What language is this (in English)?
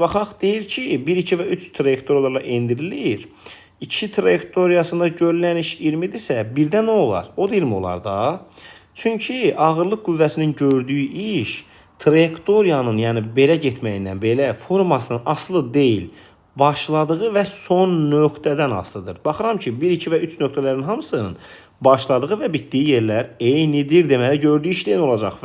Azerbaijani